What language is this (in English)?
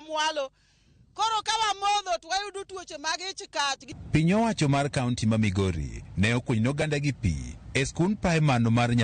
Luo (Kenya and Tanzania)